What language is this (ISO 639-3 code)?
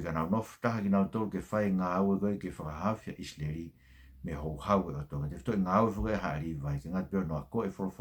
ton